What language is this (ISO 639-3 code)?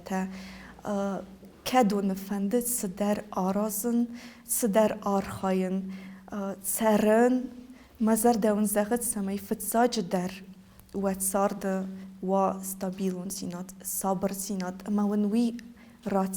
oss